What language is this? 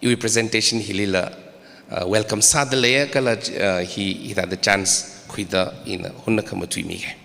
Tangkhul Naga (India)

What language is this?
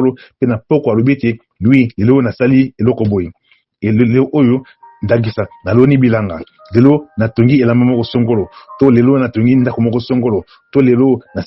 Lingala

